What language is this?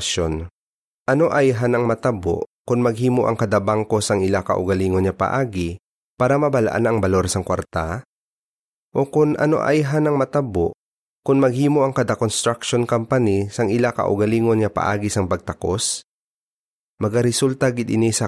Hiligaynon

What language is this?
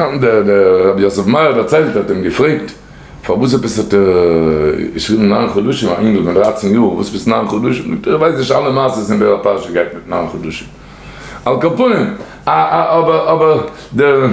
Yiddish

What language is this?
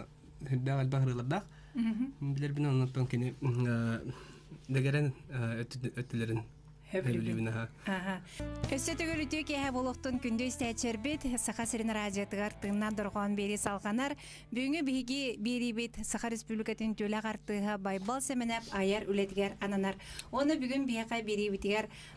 Yakut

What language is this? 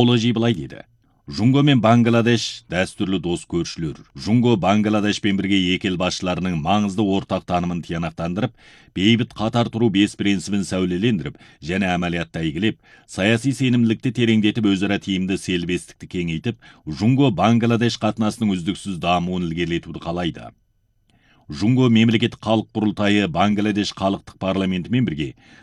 Kazakh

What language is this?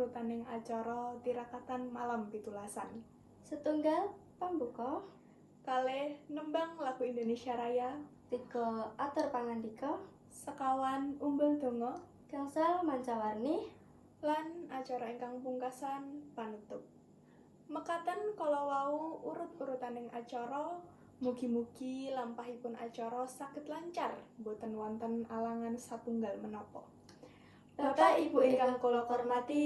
Javanese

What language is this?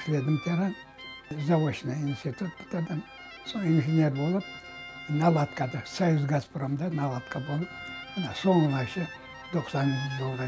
Crimean Tatar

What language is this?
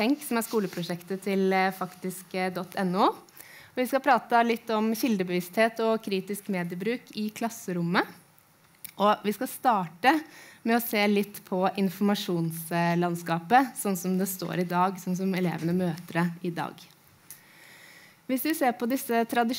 Norwegian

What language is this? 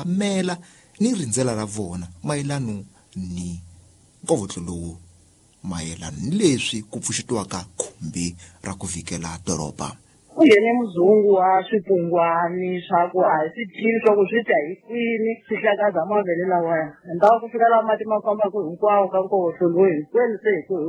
Tsonga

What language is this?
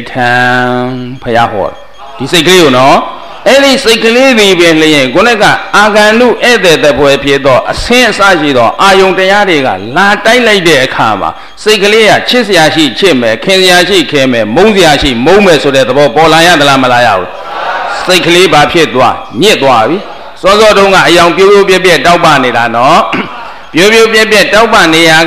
Burmese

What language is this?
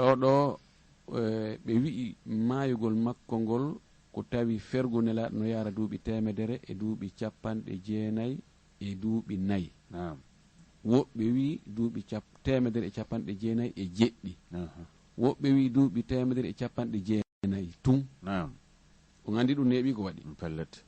Fula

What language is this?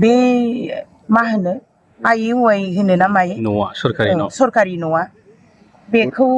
Bodo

